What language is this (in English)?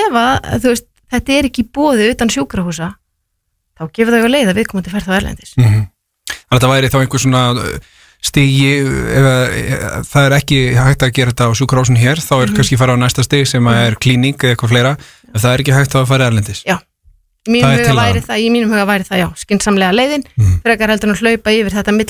Icelandic